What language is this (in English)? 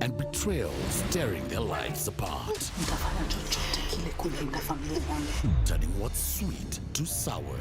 Meru